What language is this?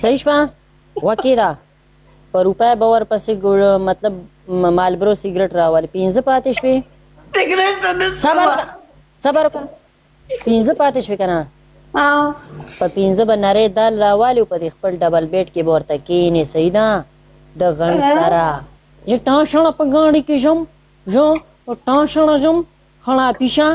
Pashto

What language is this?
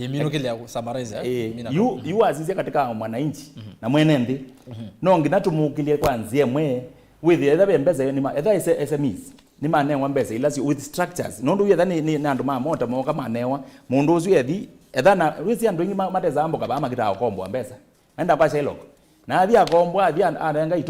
Kamba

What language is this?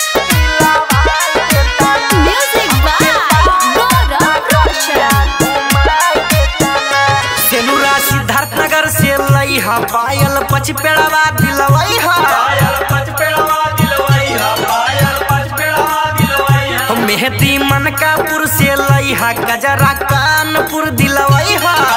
Bhojpuri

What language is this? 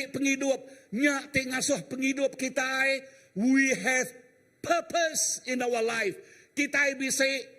Iban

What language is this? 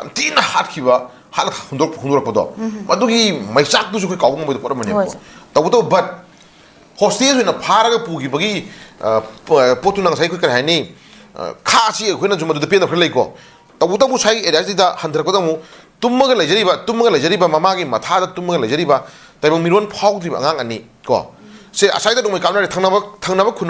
Manipuri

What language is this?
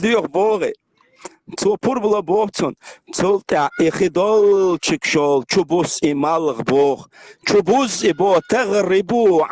Chechen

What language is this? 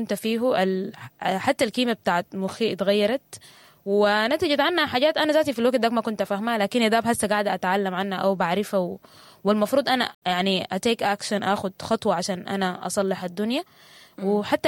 Sudanese Arabic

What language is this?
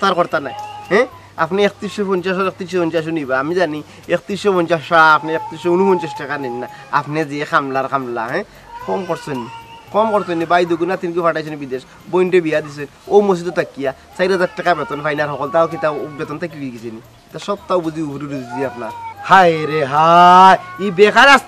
Sylheti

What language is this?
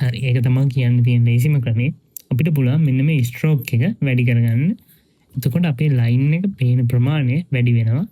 Sinhala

